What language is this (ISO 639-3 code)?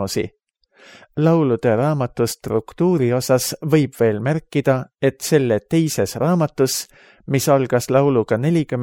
est